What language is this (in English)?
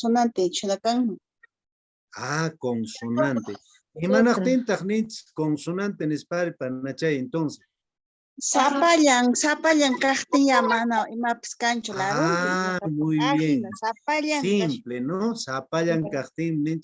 Quechua